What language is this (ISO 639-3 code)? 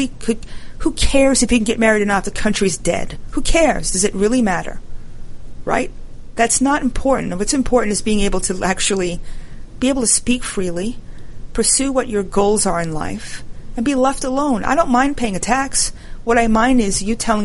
eng